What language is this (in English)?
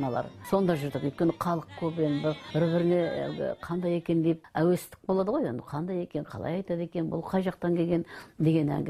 Kazakh